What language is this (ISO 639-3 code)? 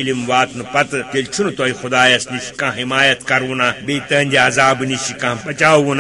kas